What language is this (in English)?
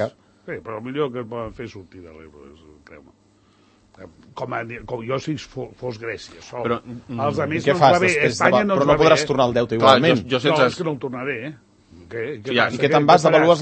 Catalan